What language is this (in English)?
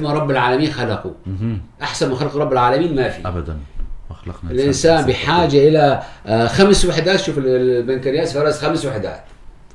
North Levantine Arabic